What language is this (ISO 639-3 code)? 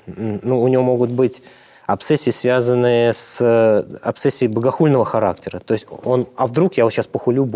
rus